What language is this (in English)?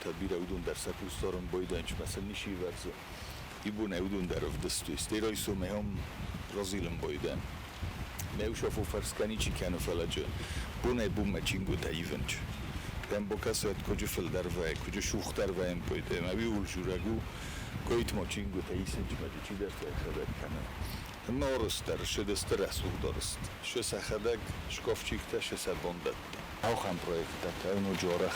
Ossetic